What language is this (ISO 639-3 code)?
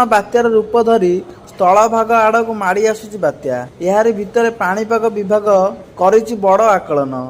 ori